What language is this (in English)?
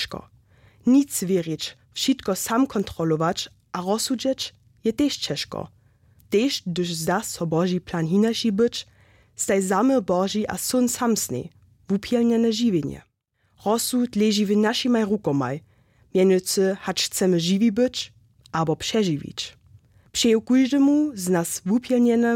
Upper Sorbian